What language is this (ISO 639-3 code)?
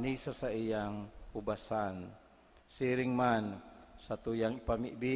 bik